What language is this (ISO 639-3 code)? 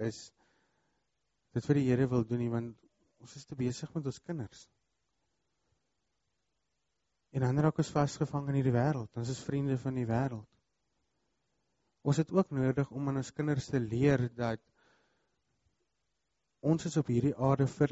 afr